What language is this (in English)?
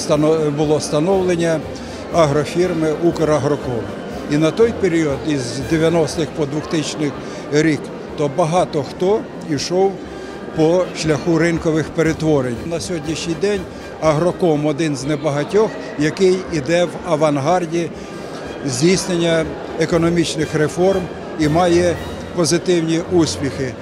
Ukrainian